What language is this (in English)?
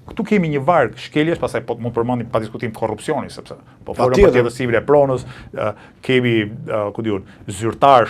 Albanian